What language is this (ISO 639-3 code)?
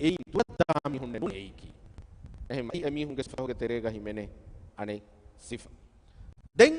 div